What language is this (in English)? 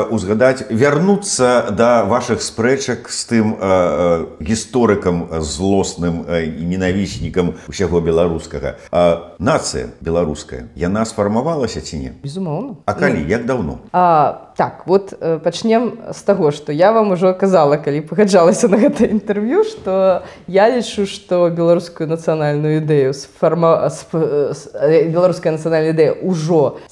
Belarusian